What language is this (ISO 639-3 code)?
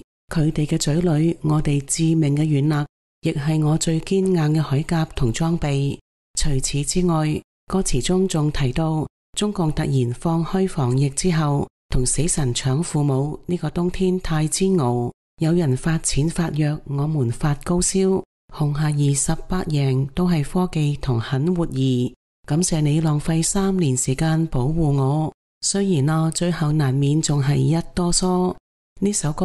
yue